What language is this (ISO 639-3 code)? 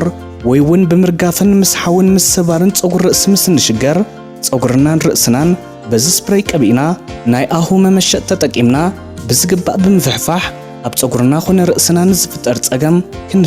tir